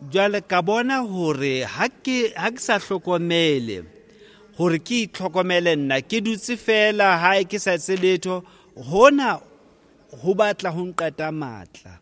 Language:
Southern Sotho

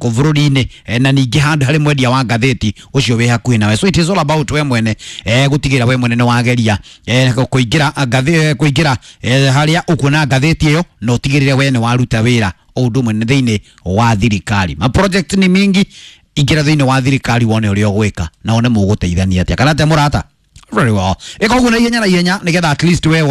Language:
Kikuyu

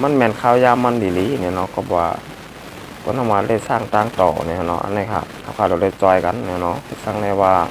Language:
Shan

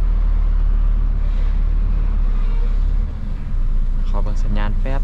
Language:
Lao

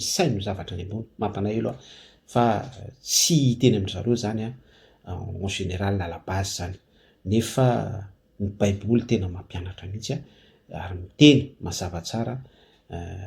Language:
Malagasy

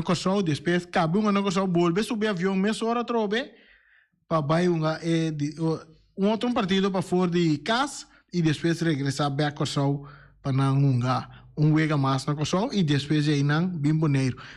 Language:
Papiamento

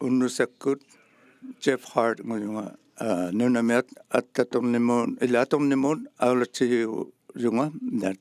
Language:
Inuktitut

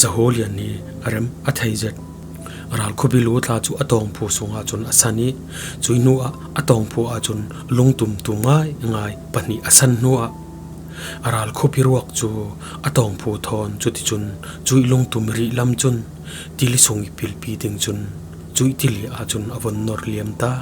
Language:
Falam Chin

